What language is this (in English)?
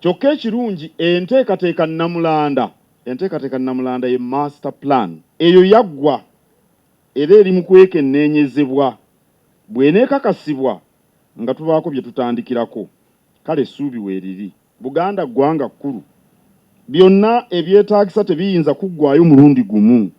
Ganda